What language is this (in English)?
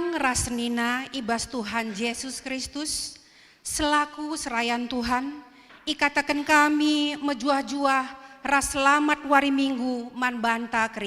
Batak Karo